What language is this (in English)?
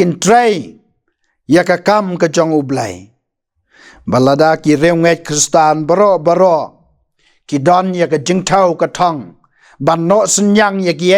Khasi